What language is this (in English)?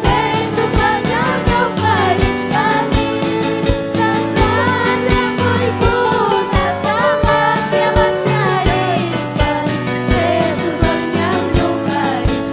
Ayacucho Quechua